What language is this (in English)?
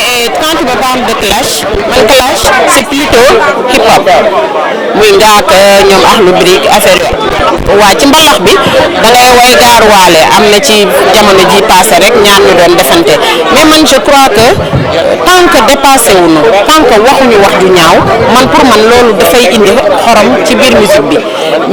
Wolof